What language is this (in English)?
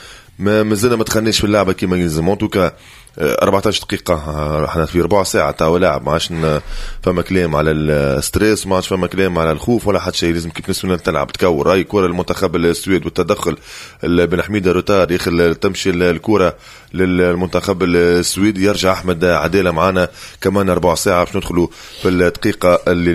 Tunisian Arabic